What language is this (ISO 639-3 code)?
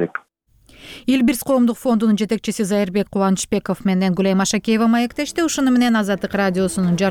kir